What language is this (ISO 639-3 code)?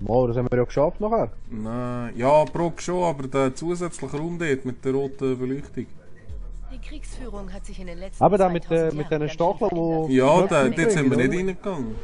gsw